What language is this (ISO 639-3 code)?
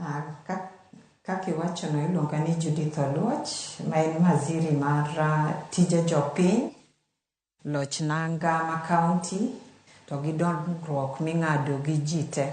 luo